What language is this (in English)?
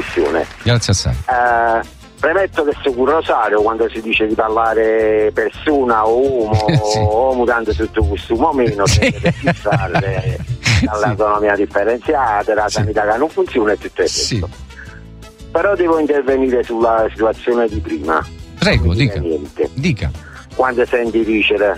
Italian